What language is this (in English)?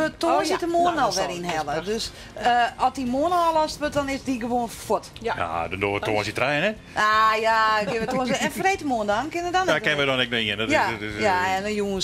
Western Frisian